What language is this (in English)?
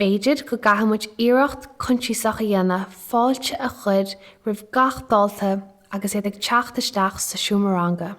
Irish